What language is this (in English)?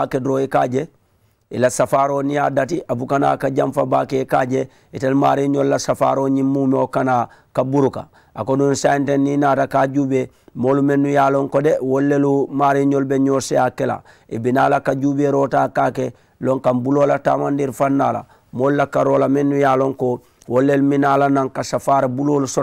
Mandingo